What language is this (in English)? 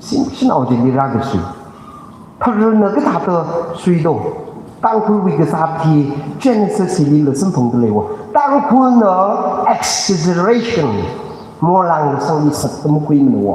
Tangkhul Naga (India)